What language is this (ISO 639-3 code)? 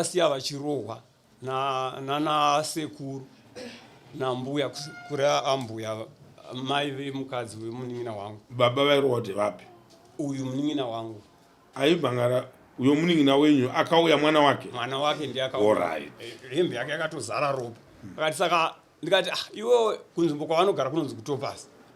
sna